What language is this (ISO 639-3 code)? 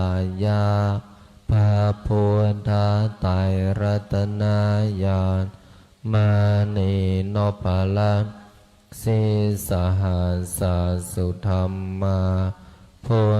pli